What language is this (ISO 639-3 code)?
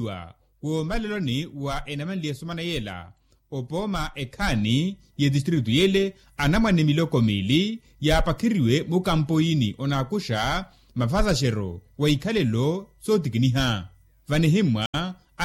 vmw